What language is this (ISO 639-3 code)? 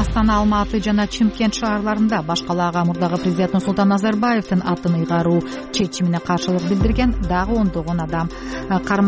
kir